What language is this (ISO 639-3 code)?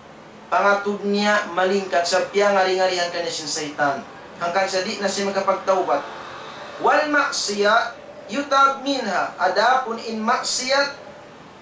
tsg